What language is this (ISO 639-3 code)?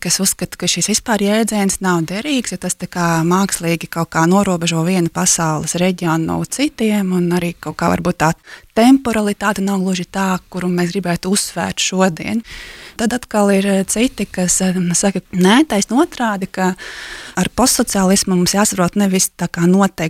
lav